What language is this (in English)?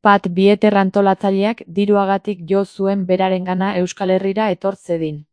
Basque